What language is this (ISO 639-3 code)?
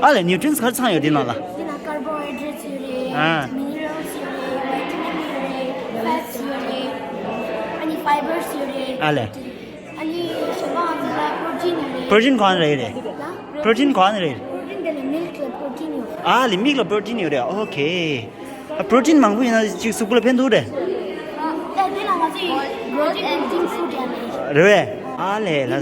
bod